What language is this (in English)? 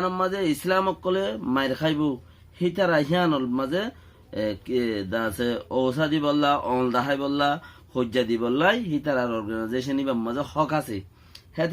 Rohingya